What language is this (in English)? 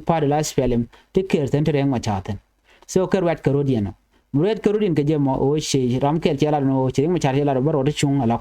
Nuer